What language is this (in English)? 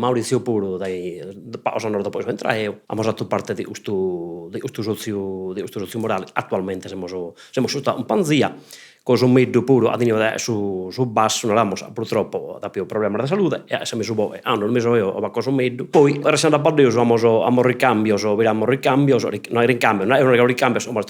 Sardinian